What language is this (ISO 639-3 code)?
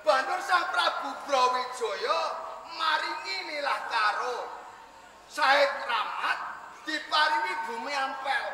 jav